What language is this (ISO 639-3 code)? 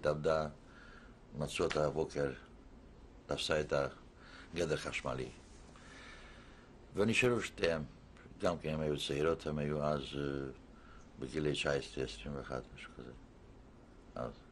heb